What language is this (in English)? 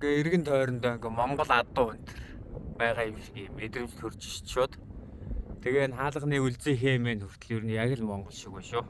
Mongolian